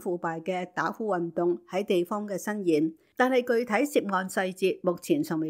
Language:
Cantonese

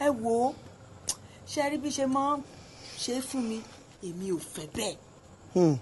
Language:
Yoruba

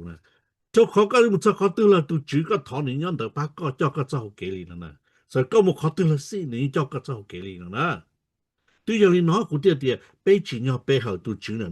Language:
Hmong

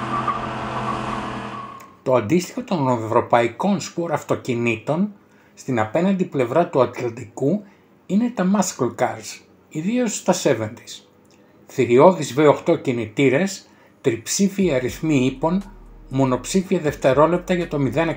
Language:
Greek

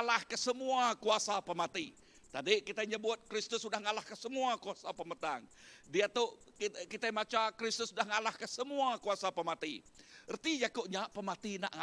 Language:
Iban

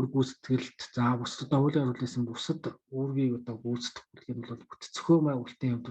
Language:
Mongolian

